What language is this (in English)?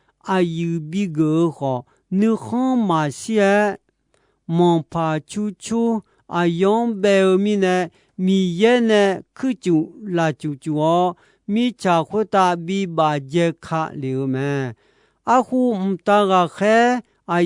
Akha